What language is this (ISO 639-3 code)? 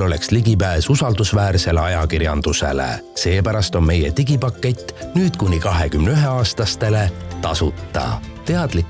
est